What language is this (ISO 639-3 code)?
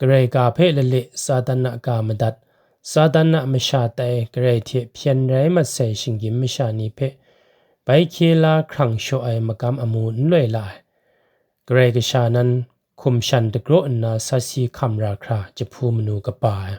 kac